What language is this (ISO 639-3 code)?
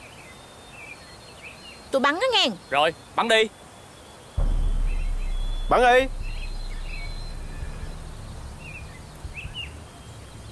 vie